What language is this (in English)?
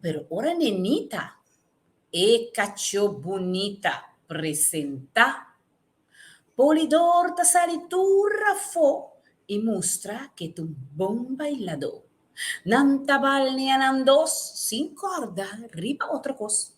Papiamento